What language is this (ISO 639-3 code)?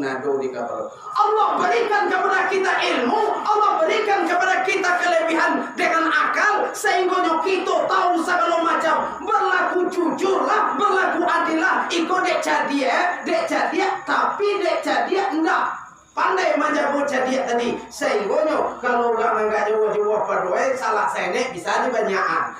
min